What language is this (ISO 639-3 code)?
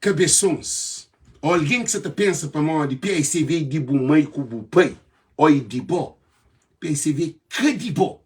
kea